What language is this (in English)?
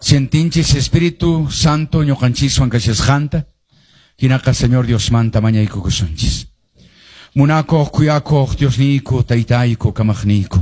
Quechua